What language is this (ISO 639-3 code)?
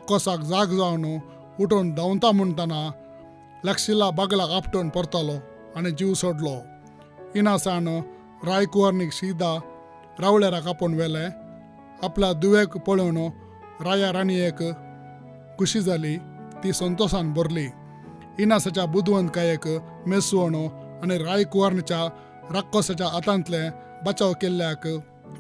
kok